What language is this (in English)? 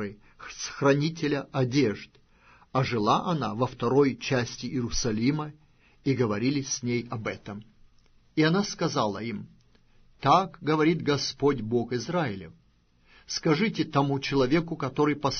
Russian